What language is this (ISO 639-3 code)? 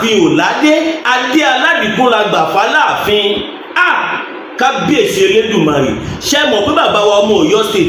yor